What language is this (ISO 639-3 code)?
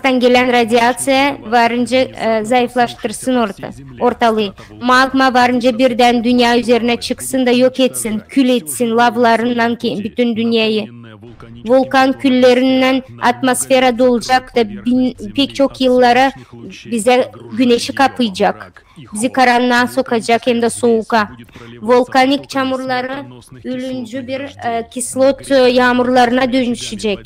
gag